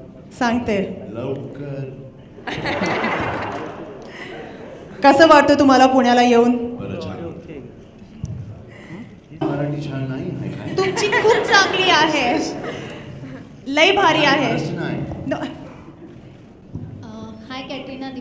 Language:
Marathi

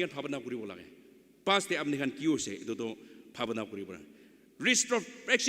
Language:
Naga Pidgin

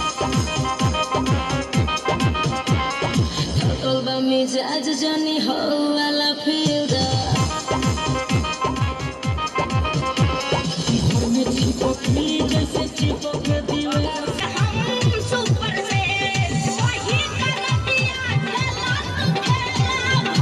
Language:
Bhojpuri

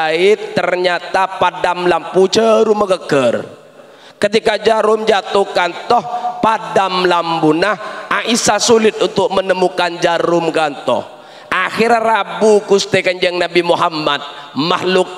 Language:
Madurese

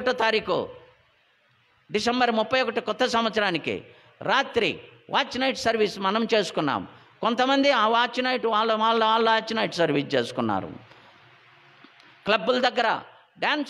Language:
Telugu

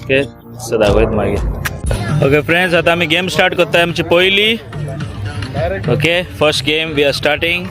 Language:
Konkani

